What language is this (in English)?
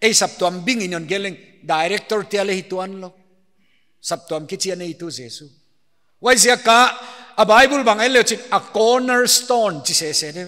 Paite Chin